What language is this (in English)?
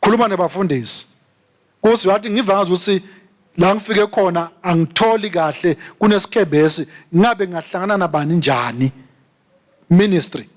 Swati